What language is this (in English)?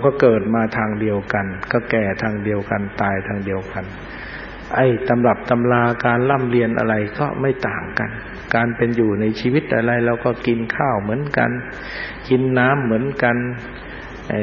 Thai